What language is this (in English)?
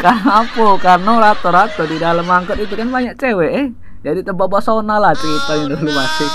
Musi